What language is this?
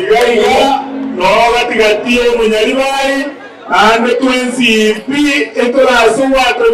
Gusii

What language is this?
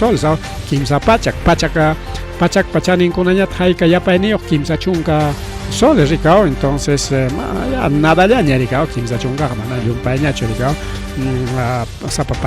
Ayacucho Quechua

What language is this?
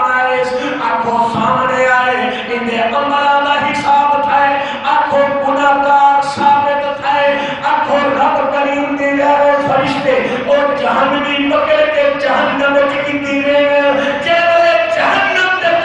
Saraiki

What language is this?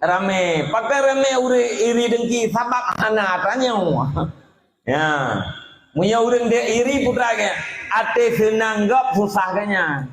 Achinese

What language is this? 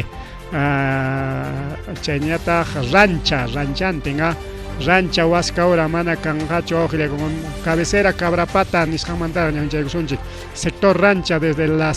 Ayacucho Quechua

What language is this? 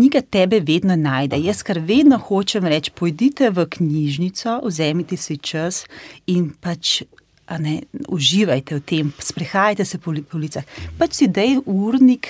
Slovenian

